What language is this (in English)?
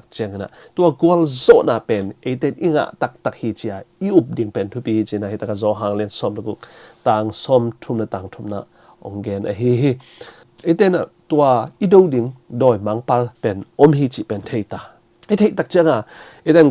Tedim Chin